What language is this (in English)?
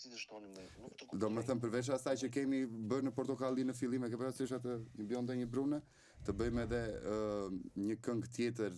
Albanian